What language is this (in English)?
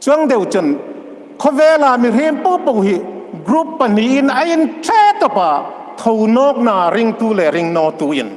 Hmar